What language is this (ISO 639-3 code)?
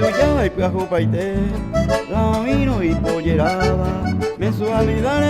grn